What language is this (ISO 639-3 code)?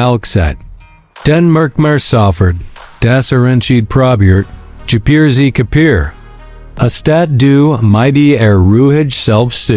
gsw